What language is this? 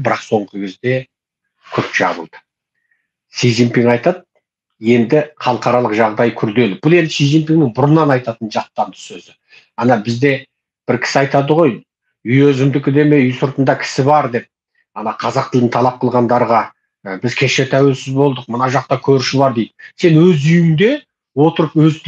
Kazakh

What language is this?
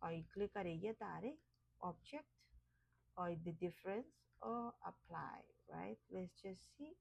Gilbertese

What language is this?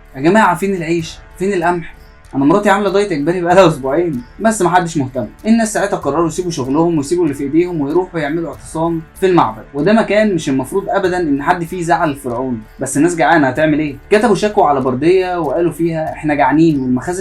Egyptian Arabic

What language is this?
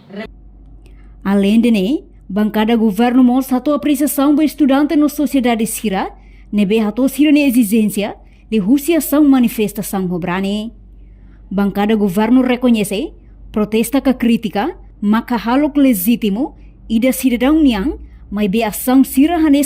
Tetum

